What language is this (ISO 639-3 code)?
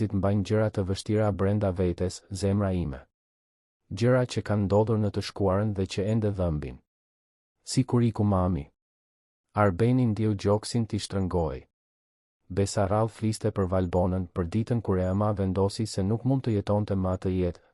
sqi